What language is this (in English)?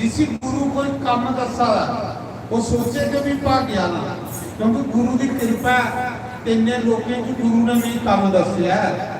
Dogri